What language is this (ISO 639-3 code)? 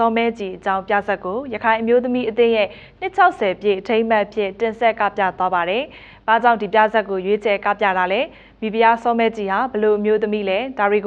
mya